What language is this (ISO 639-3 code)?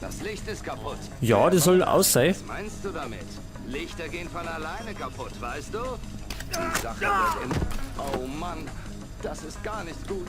bar